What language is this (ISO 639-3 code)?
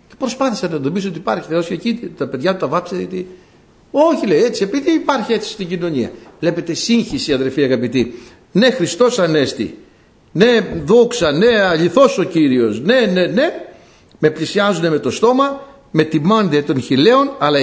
ell